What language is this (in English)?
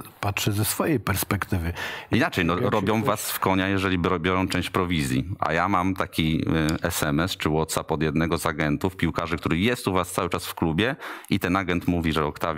Polish